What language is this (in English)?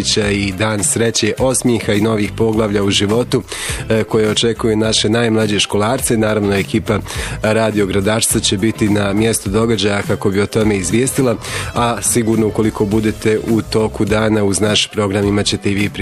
Bosnian